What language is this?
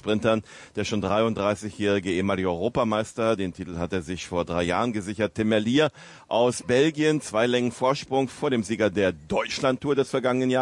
German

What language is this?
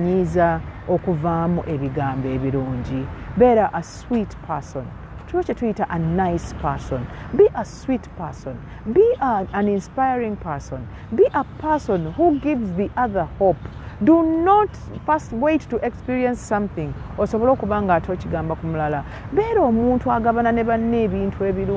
Ganda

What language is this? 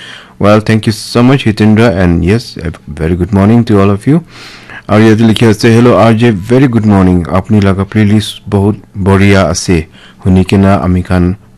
Naga Pidgin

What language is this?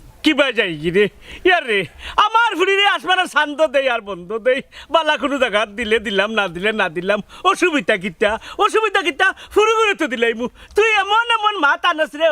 Sylheti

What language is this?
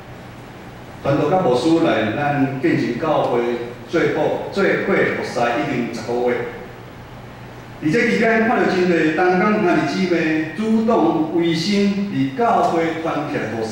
Min Nan Chinese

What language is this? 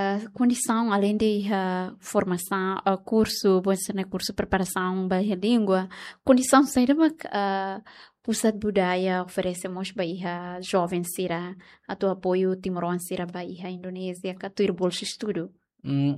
Tetum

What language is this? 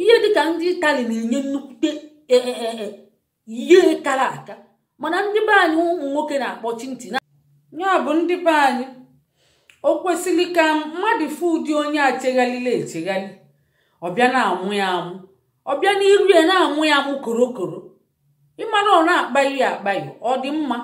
Igbo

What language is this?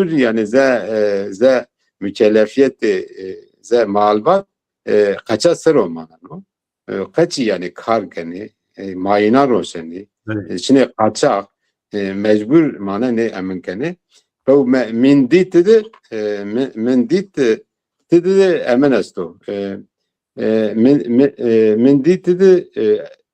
Zaza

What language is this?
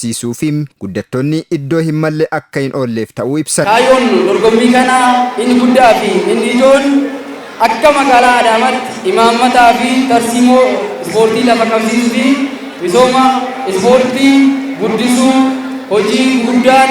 Oromo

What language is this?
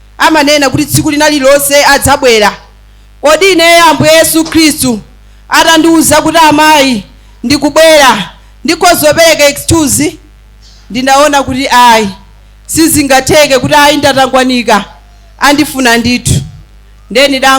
Nyanja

